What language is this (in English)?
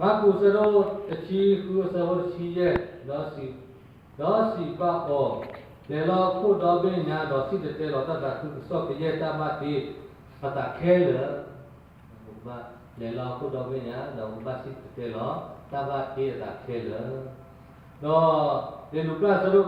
S'gaw Karen